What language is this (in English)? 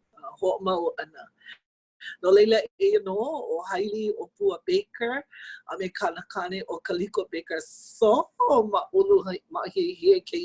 Hawaiian